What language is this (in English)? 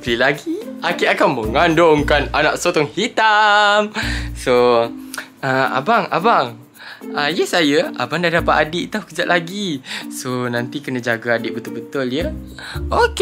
Malay